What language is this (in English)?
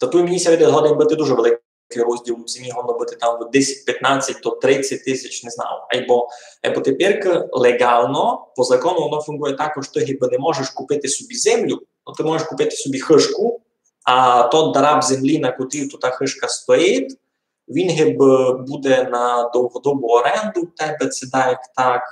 Rusyn